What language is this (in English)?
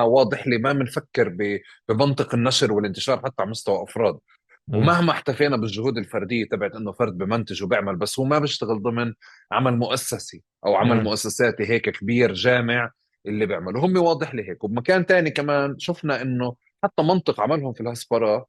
North Levantine Arabic